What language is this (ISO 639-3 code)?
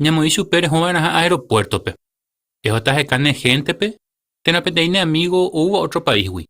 grn